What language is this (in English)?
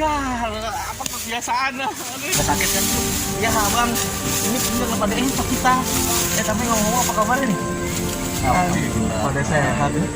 Betawi